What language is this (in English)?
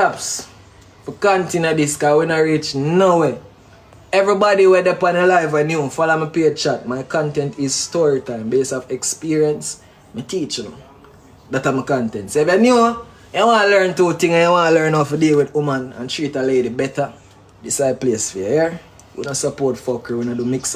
Jamaican Creole English